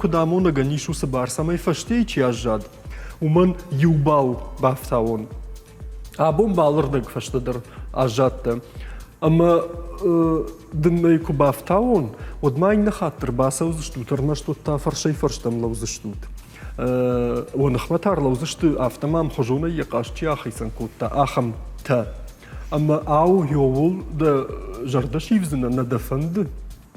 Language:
Ossetic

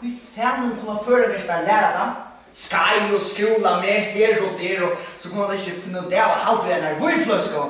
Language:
Faroese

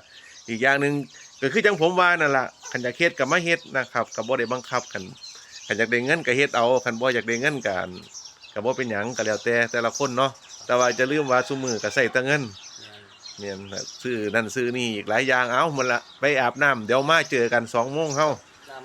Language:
Northeastern Thai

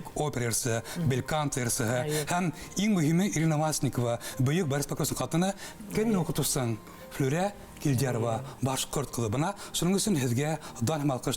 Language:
Bashkir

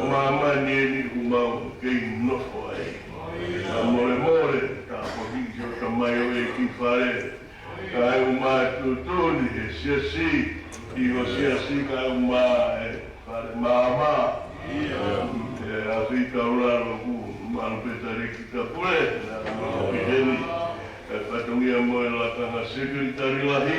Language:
Tongan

